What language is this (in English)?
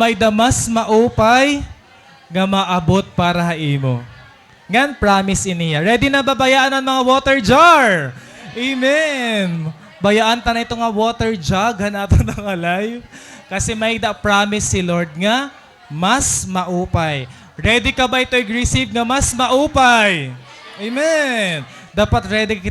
Waray